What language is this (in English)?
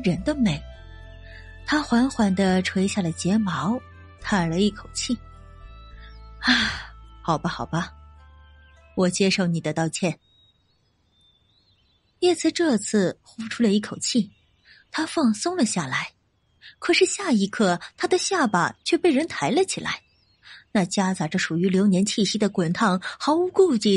Chinese